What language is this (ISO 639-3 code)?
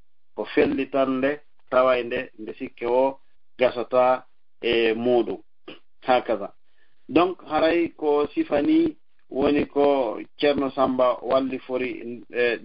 ful